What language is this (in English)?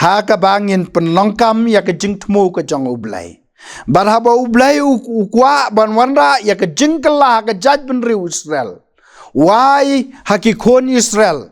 Khasi